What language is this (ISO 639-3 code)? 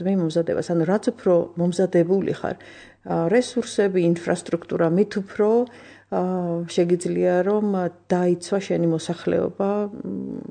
kat